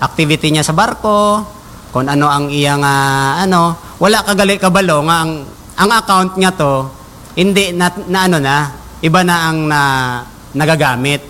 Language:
Hiligaynon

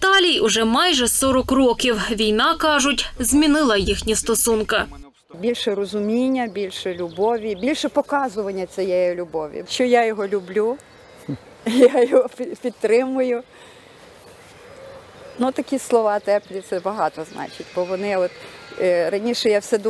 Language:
Ukrainian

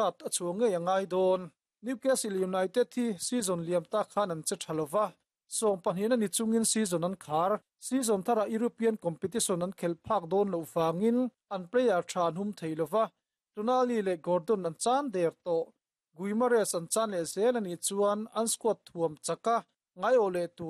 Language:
Mizo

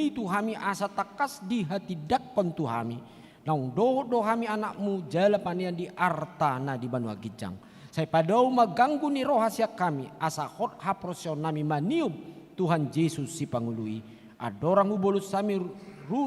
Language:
Batak Toba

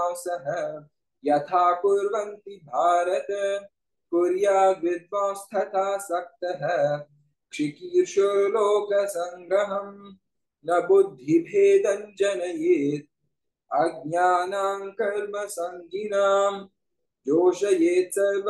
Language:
Sanskrit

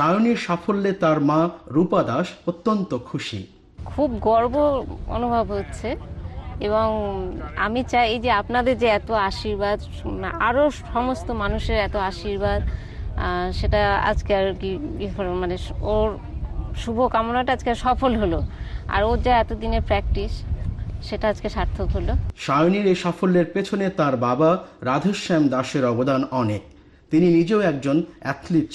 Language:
Bangla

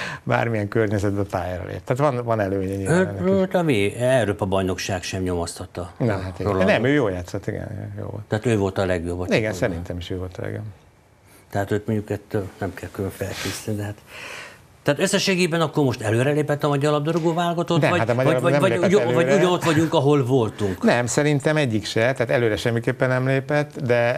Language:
Hungarian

